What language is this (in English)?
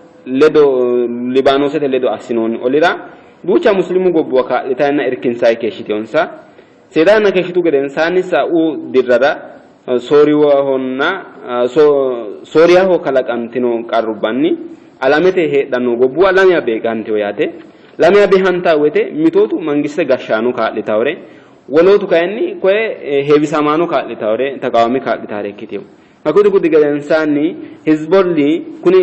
Sidamo